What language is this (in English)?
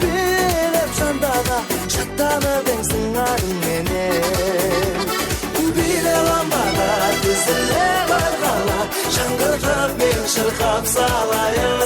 Kara-Kalpak